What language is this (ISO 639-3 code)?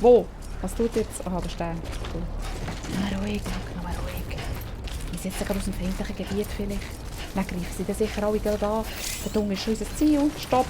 gsw